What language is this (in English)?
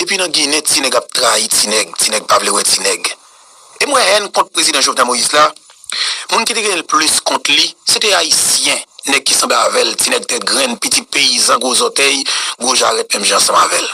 Haitian Creole